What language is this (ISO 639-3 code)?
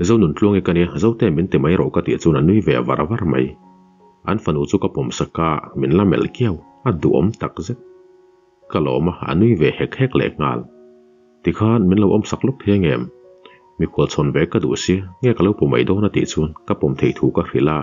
lus